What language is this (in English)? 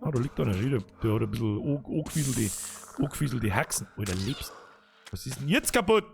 Bavarian